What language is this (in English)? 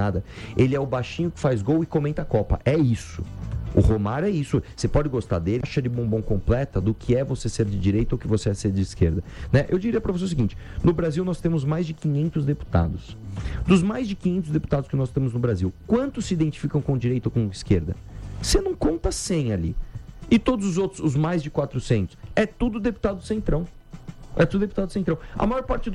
Portuguese